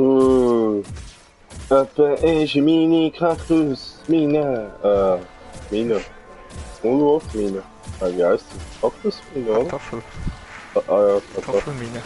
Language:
Swiss German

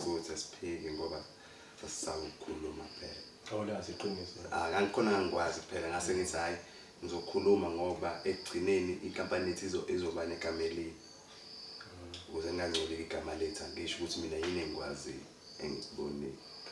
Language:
Zulu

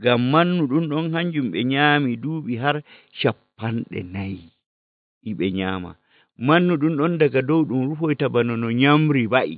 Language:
Nigerian Fulfulde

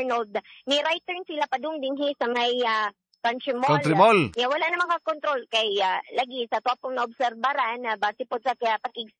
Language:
Cebuano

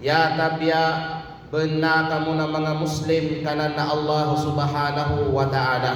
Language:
Kalagan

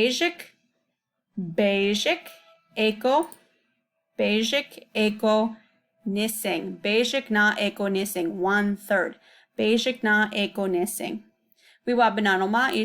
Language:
Chippewa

